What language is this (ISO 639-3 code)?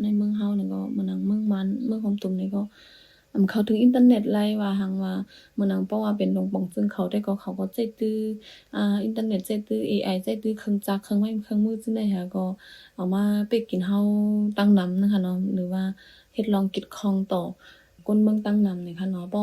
shn